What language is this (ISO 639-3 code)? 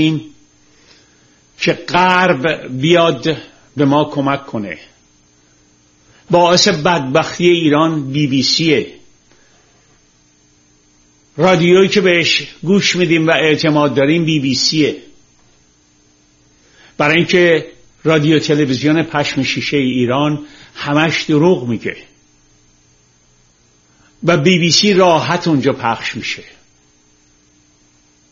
fas